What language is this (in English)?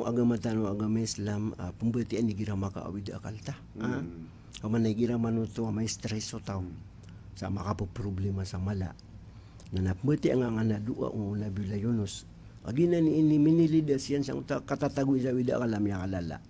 Maranao